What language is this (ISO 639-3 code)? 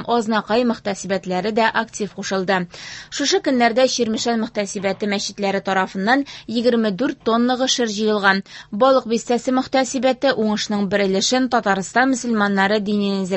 tat